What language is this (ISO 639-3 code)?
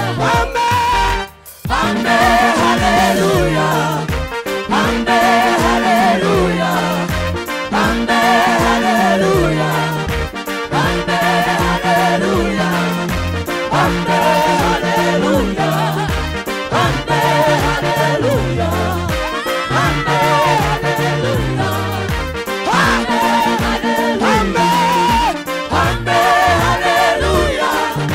kin